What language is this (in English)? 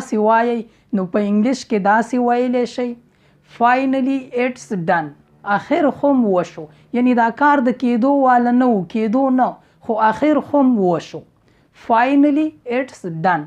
Pashto